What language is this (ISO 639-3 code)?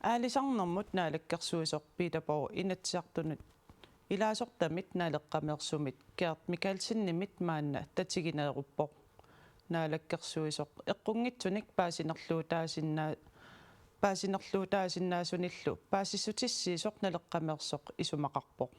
kal